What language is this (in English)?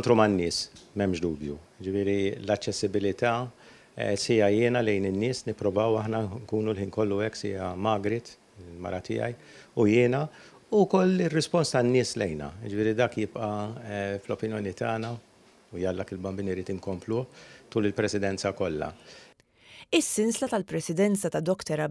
Maltese